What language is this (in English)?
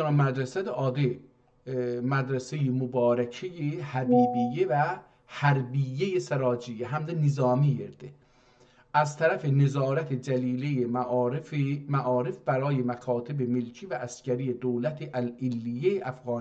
South Azerbaijani